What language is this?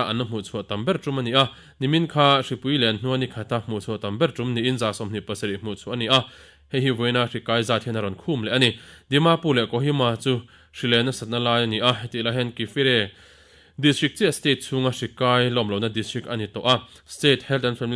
Mizo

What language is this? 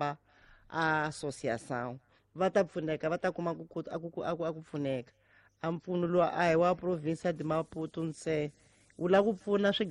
Tsonga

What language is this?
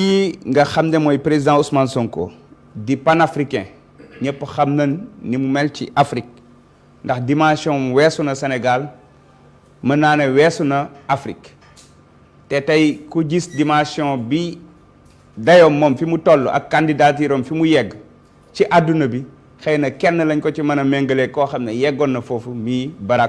Wolof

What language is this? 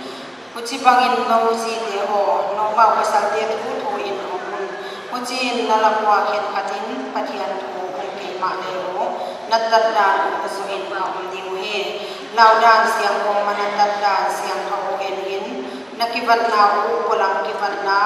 Paite Chin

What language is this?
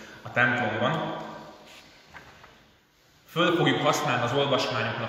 Hungarian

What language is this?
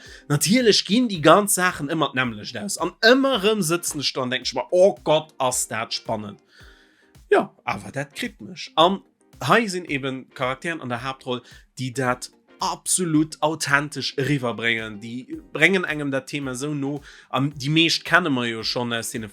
Luxembourgish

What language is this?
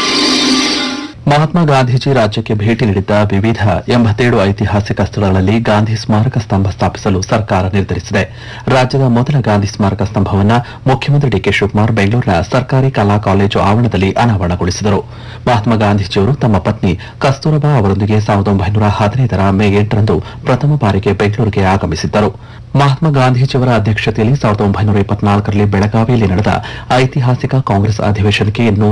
Kannada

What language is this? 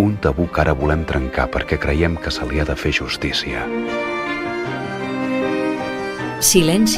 Catalan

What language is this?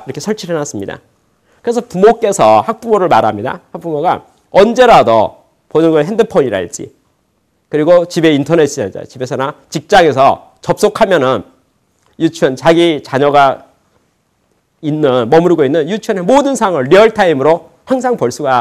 Korean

